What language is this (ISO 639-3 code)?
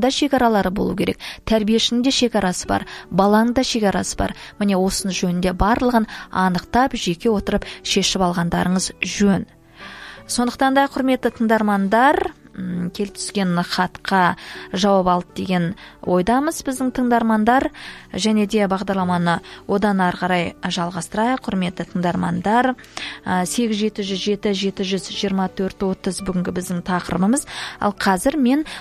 kaz